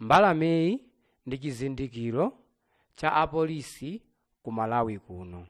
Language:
Nyanja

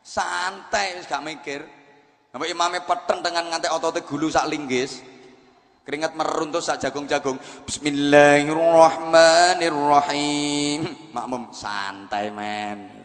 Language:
Javanese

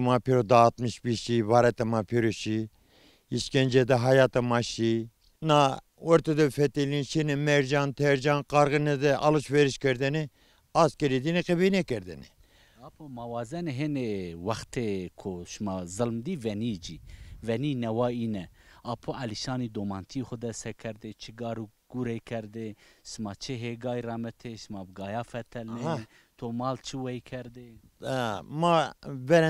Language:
Zaza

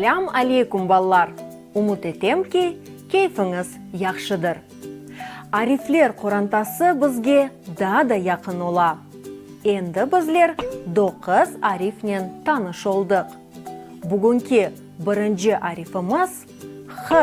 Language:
Crimean Tatar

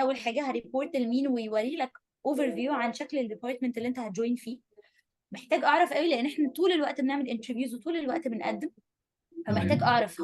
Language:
Egyptian Arabic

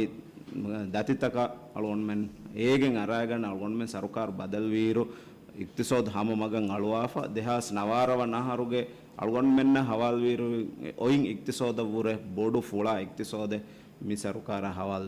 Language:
Divehi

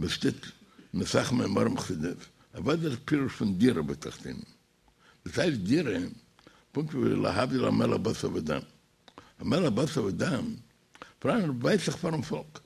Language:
Yiddish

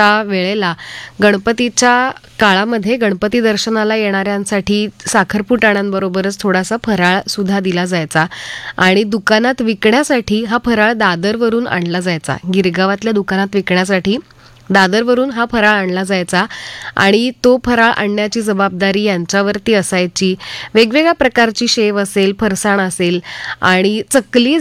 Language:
Marathi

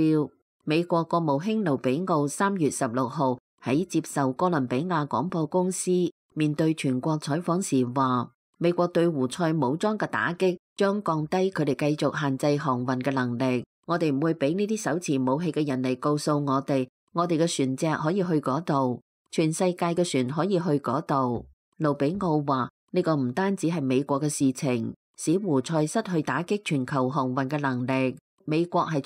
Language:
Cantonese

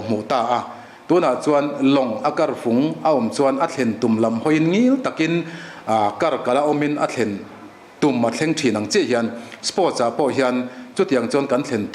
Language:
Mizo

